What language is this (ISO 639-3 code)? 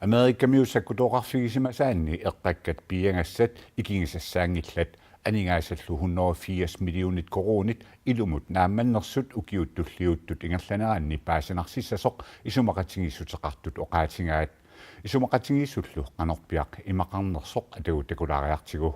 kal